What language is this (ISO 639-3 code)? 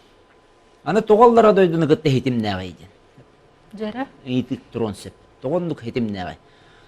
sah